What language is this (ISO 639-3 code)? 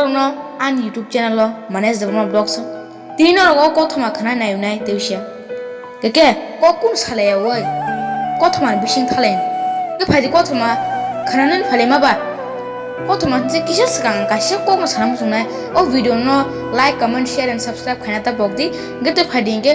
trp